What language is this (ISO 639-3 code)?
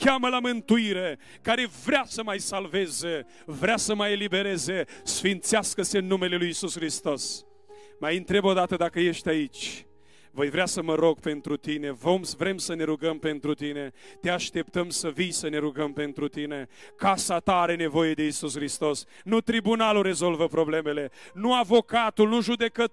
ron